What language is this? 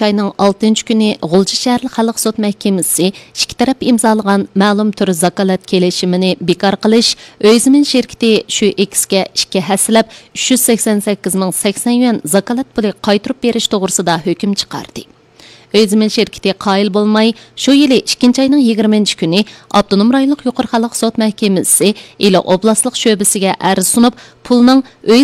Uyghur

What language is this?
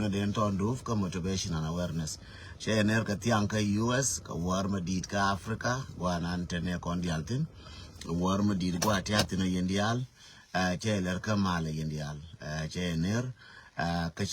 Nuer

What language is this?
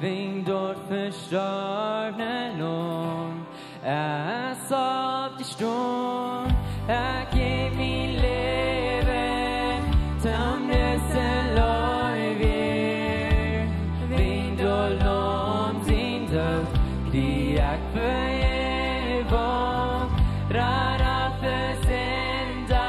Plautdietsch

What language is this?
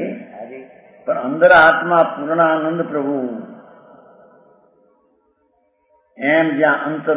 Gujarati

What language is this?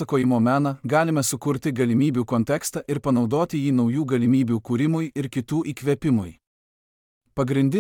Lithuanian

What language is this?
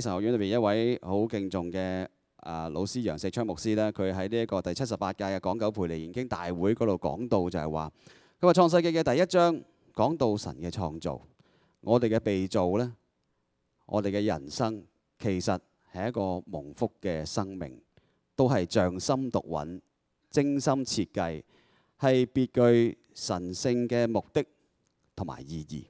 Cantonese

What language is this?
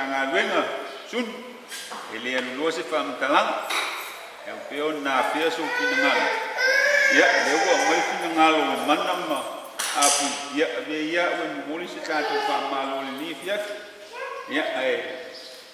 Samoan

